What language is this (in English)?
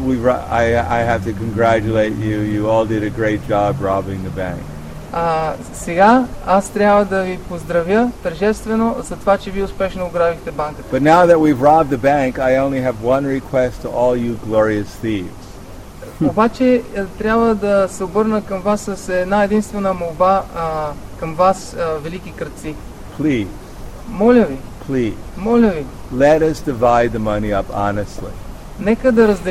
Bulgarian